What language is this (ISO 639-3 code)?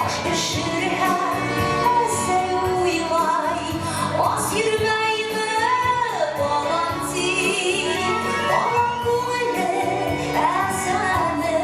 bak